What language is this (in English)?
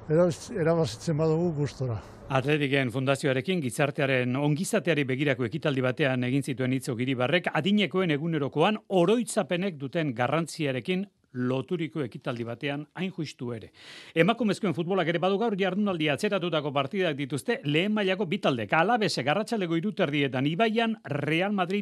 Basque